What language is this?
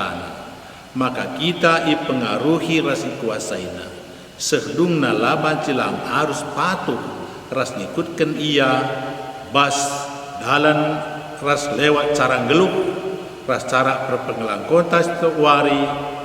Batak Karo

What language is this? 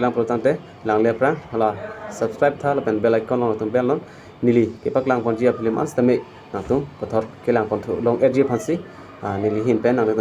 Karbi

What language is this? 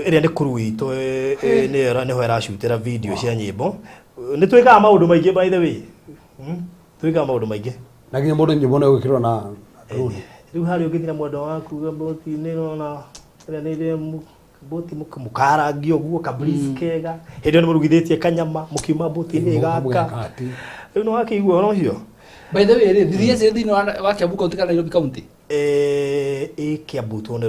Kikuyu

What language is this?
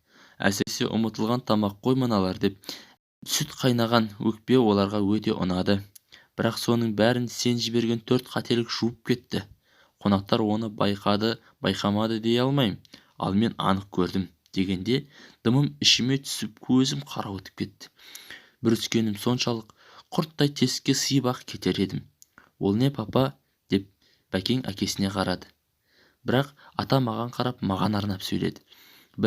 Kazakh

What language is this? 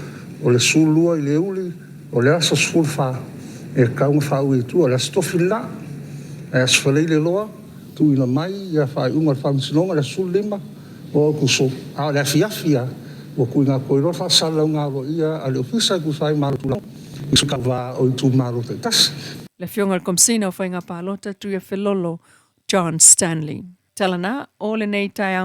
Samoan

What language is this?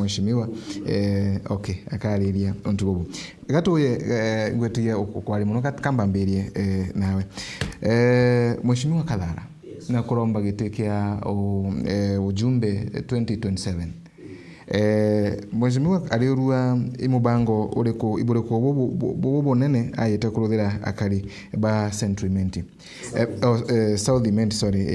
Meru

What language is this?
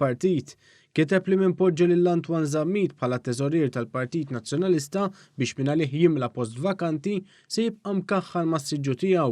Maltese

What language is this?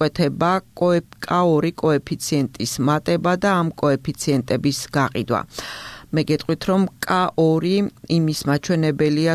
Georgian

